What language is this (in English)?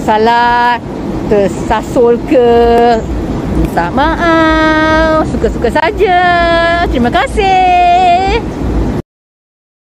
Malay